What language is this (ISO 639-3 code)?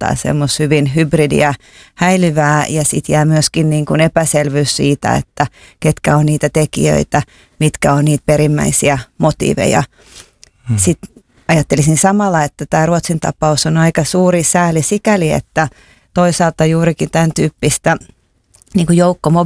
fin